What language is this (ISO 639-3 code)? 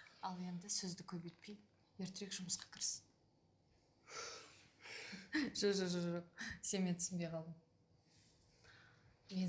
kaz